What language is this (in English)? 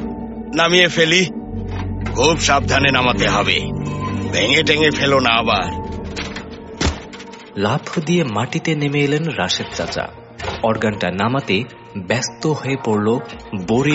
Bangla